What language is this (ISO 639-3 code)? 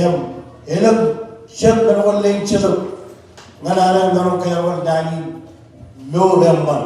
mah